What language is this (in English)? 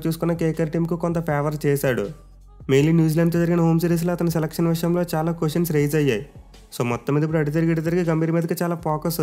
Telugu